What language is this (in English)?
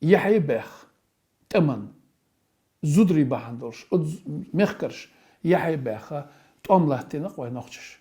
Chechen